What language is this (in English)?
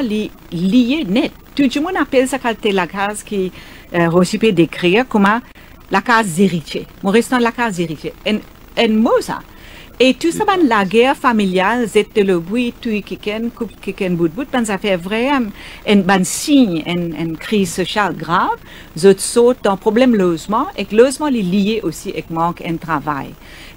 Morisyen